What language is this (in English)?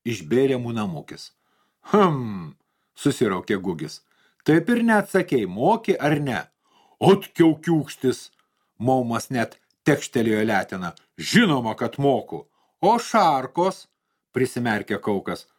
Lithuanian